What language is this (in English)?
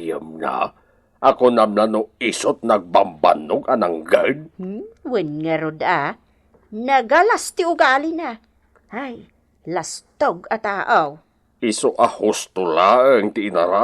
Iloko